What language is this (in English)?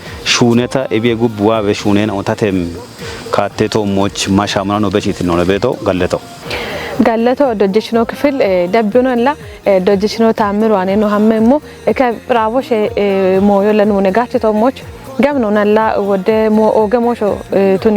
Kafa